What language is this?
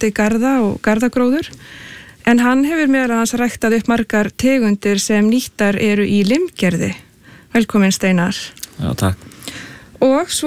Icelandic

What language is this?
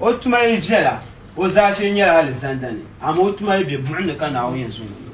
Dagbani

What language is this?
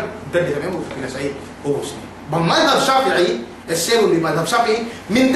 Yakan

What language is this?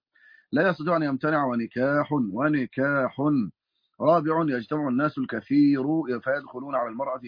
Arabic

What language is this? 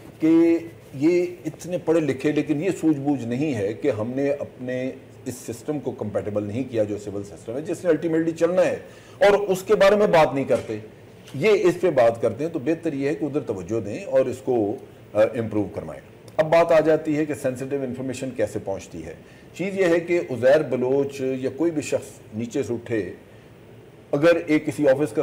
Urdu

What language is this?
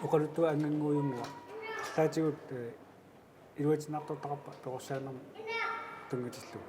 Kalaallisut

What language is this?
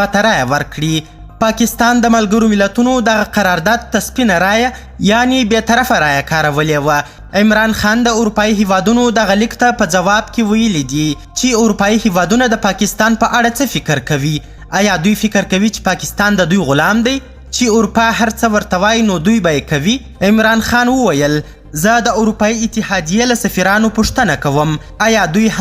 Pashto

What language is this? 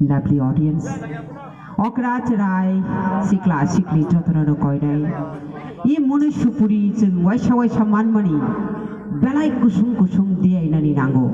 Kok Borok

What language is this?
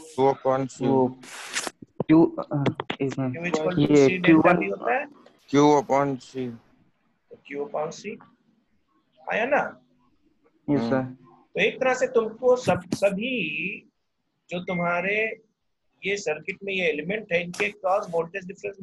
Hindi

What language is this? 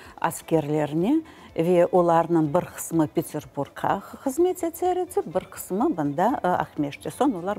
Crimean Tatar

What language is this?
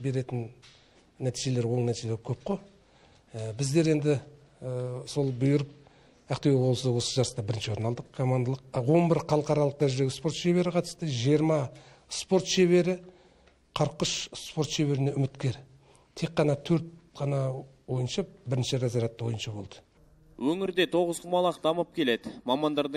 Kazakh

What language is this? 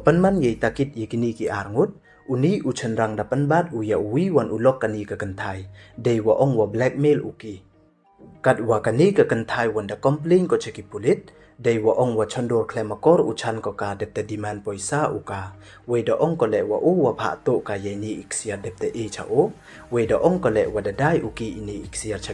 Pnar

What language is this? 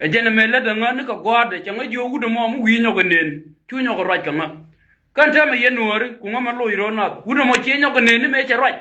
Nuer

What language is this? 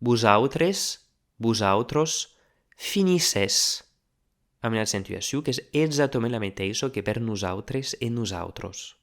Occitan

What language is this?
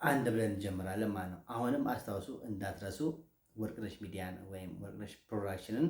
Amharic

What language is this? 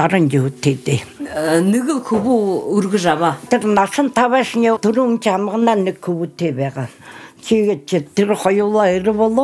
Buriat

